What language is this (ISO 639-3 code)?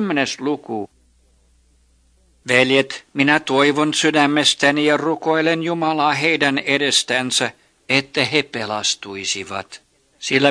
fin